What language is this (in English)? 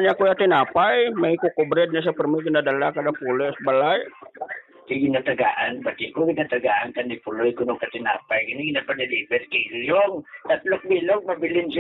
Hiligaynon